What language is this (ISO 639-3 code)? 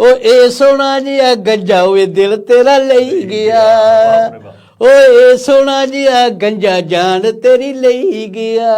doi